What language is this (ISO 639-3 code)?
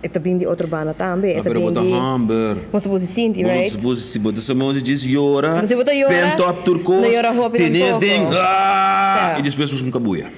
pap